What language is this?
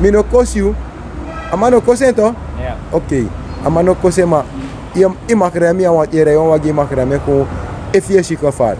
Sranan Tongo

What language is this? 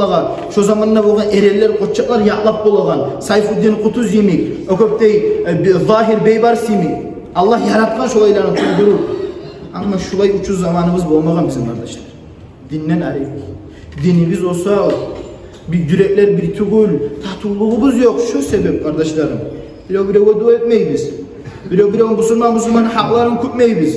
Kumyk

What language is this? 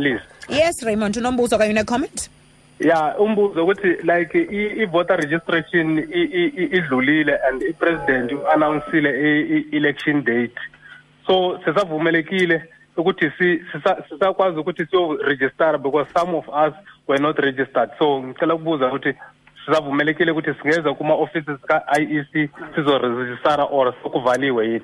Xhosa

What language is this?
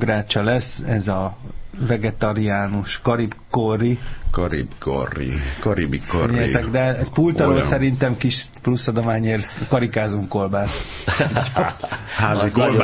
Hungarian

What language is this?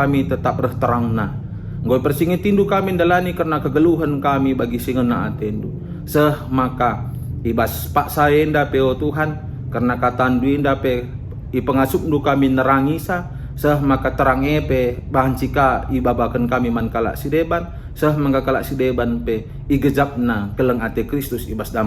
Batak Karo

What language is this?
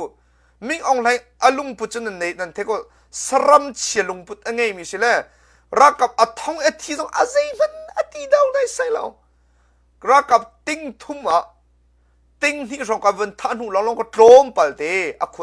Hakha Chin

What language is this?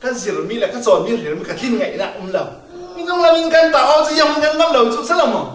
Falam Chin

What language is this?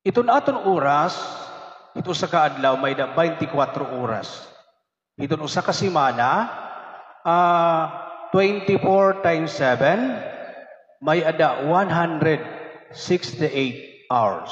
Waray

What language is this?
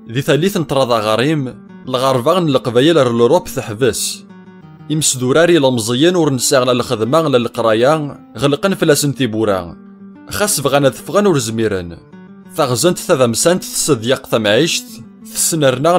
Kabyle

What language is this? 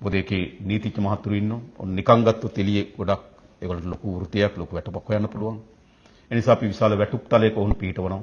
Sinhala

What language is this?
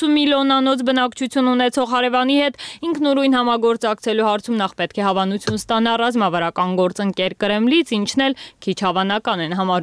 Armenian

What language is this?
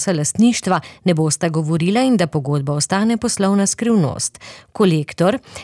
Slovenian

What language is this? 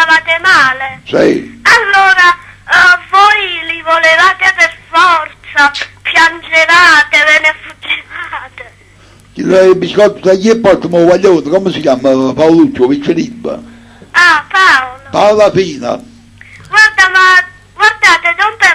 Neapolitan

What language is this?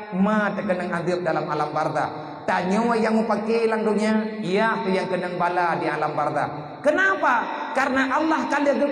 Achinese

